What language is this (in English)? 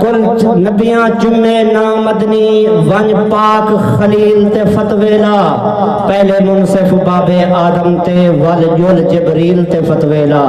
Saraiki